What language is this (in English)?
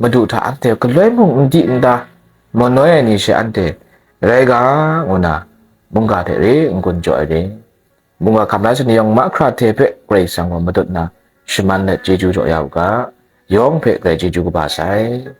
Kachin